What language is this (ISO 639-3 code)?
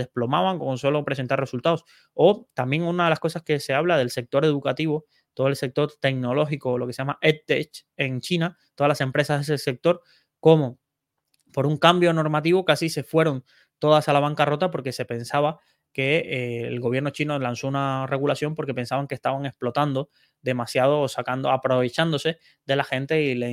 spa